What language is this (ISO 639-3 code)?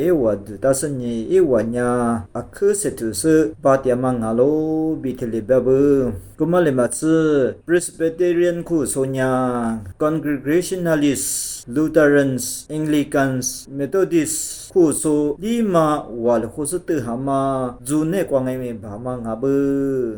lis